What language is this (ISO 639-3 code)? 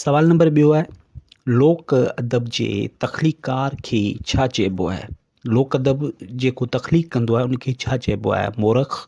snd